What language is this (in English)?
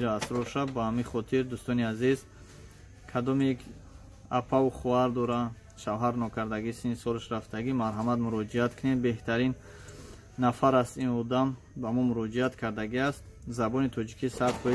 Tajik